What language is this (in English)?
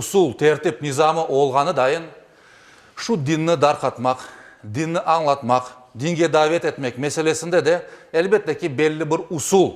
Crimean Tatar